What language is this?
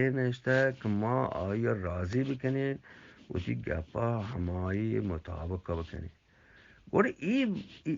Eastern Balochi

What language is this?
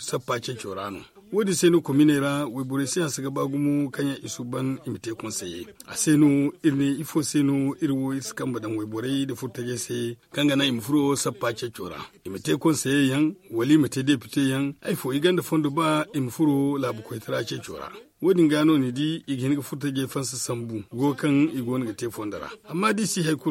Zarma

